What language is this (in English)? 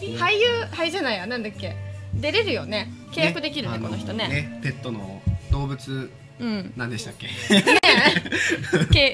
Japanese